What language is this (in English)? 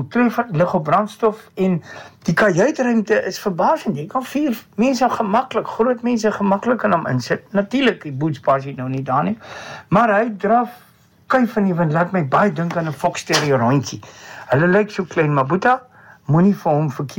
Afrikaans